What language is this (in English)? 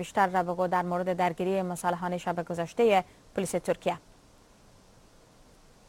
Persian